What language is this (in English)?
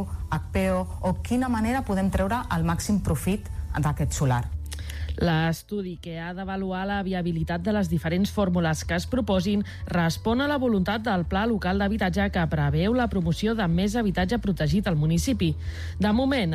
Catalan